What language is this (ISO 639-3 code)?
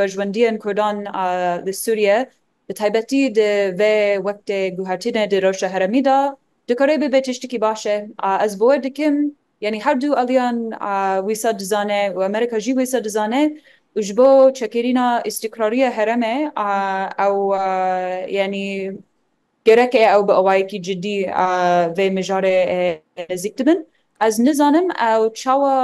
kur